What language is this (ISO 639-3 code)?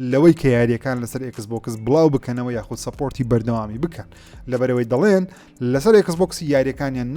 ckb